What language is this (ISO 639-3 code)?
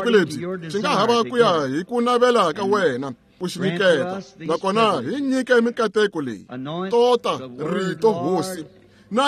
tso